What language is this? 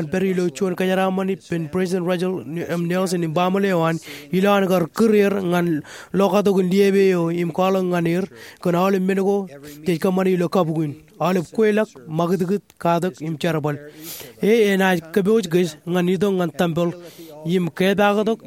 Marshallese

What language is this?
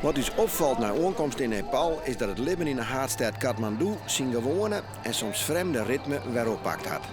Western Frisian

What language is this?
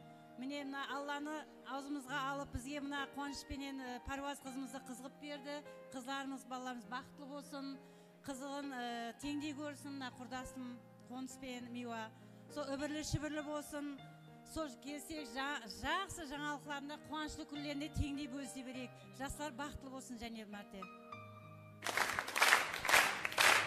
Kara-Kalpak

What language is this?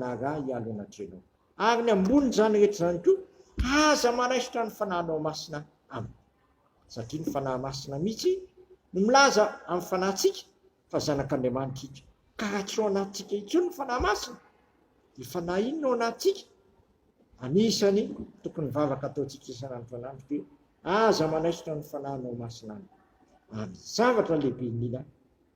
Malagasy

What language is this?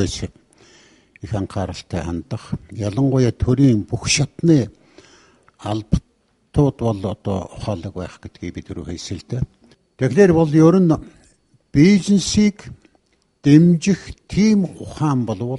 Mongolian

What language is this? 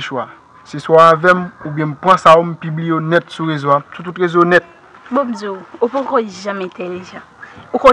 Haitian Creole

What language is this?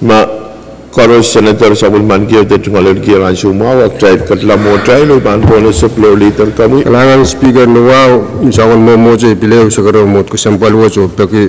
Pohnpeian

